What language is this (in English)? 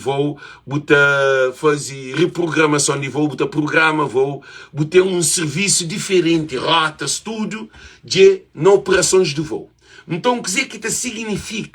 Kabuverdianu